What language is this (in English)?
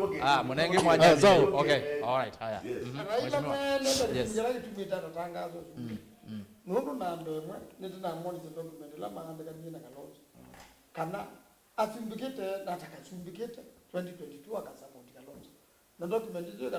Kamba